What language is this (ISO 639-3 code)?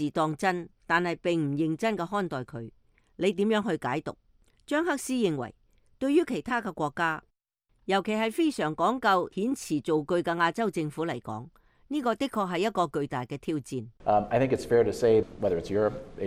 yue